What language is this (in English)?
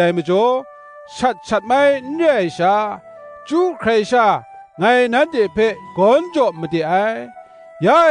Kachin